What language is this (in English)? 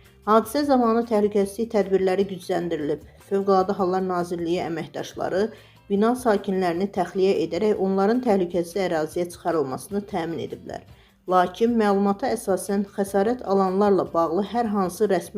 Azerbaijani